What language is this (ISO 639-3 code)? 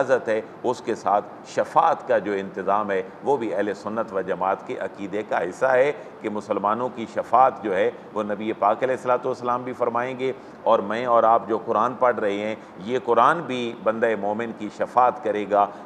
urd